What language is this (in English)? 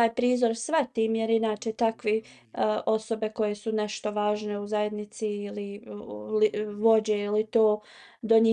Bosnian